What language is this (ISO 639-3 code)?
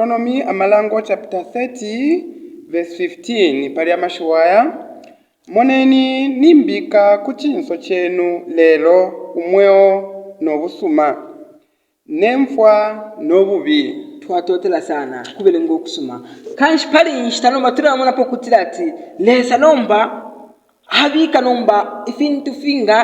bem